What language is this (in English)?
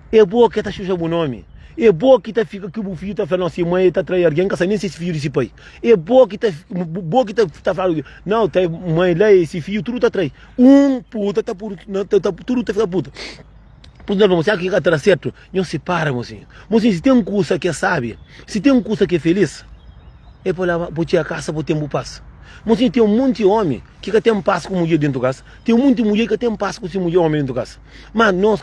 Kabuverdianu